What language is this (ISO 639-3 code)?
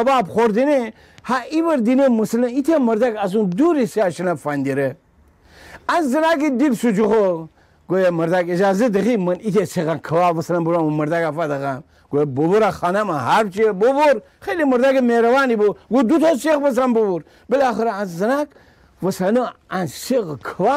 glk